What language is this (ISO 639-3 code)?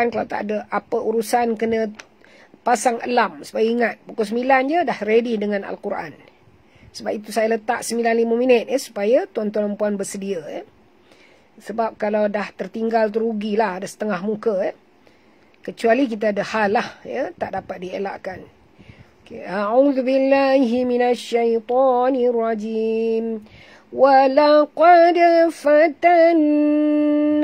msa